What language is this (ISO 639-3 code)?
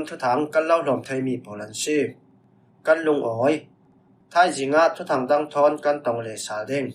cfm